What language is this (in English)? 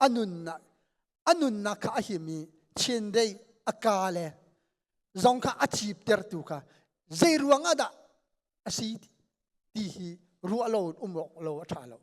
Hakha Chin